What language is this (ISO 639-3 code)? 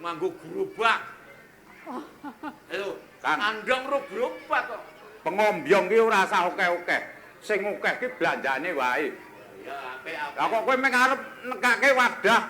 jav